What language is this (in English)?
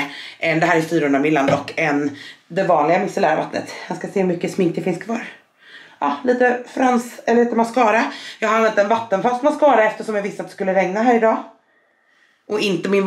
Swedish